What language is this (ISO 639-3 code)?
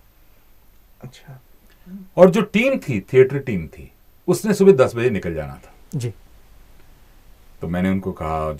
hin